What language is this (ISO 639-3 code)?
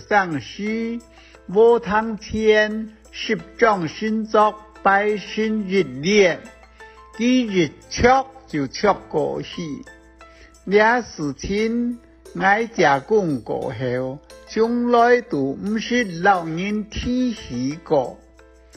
hak